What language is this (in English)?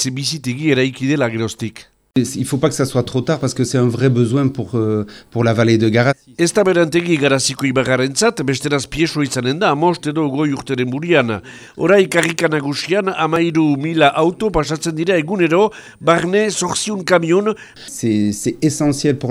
Basque